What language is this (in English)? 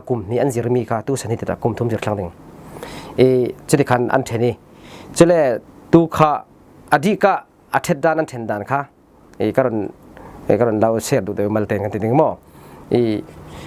Falam Chin